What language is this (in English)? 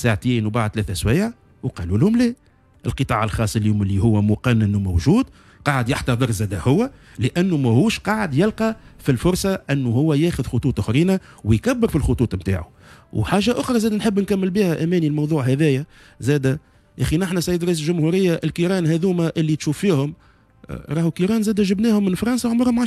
Tunisian Arabic